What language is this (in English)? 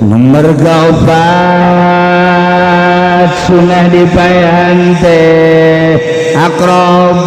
Sundanese